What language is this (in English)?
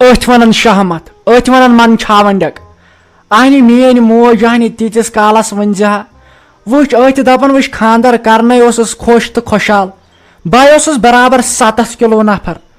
Kashmiri